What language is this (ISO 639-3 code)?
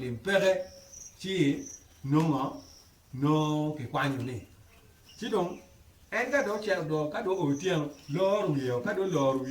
ach